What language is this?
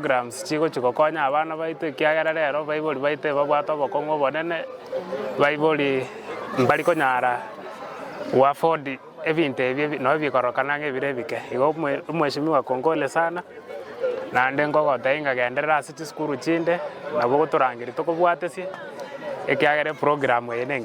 Gusii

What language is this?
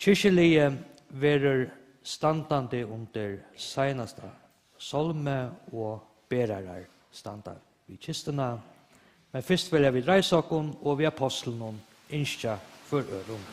Faroese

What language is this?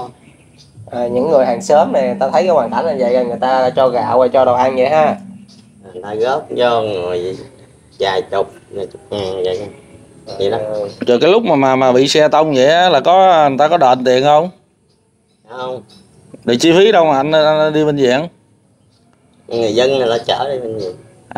Vietnamese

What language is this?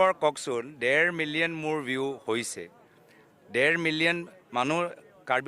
Assamese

